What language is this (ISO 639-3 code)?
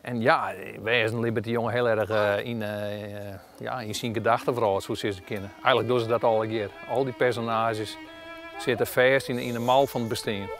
fry